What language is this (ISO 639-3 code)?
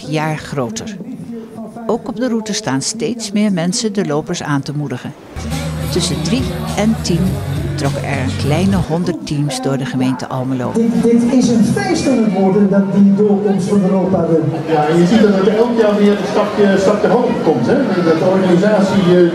nld